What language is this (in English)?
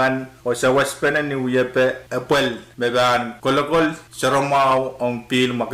Pohnpeian